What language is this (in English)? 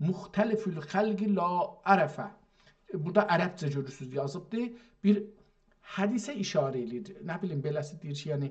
South Azerbaijani